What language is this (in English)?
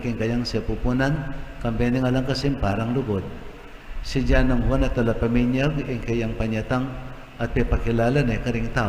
Pampanga